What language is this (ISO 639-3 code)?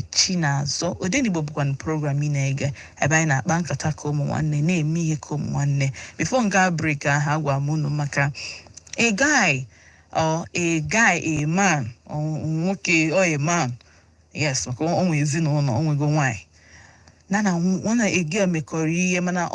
ibo